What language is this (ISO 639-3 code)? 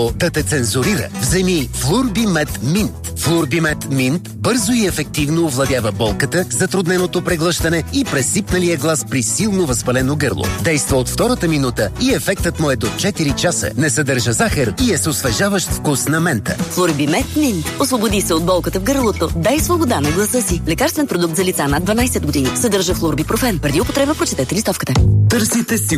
bul